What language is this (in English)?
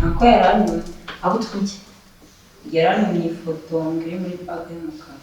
Kinyarwanda